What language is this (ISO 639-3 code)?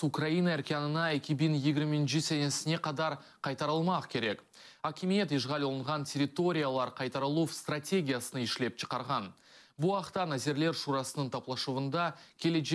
crh